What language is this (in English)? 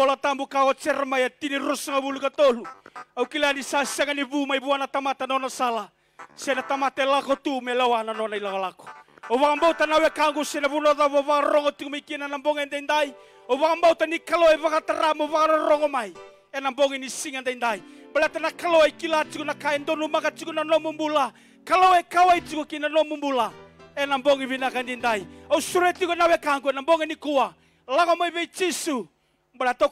Fijian